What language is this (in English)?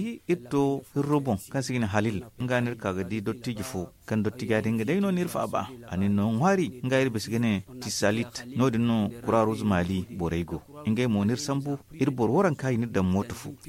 Zarma